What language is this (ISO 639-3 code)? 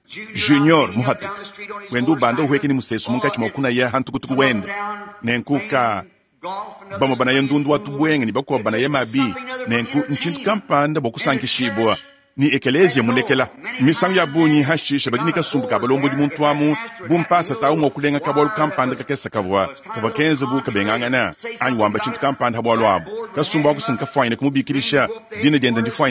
lua